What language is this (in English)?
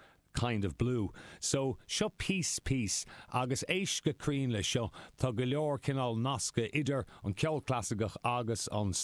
Irish